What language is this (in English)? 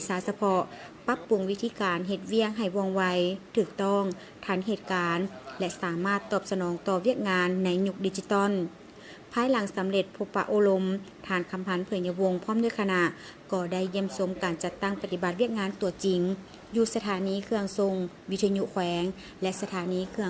Lao